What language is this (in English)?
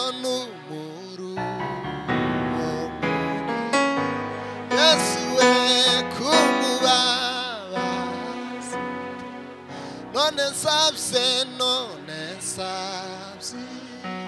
Kinyarwanda